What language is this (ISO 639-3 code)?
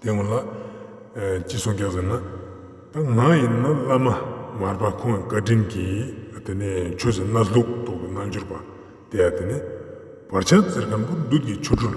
lbj